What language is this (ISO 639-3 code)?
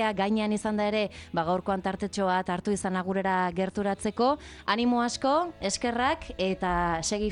eus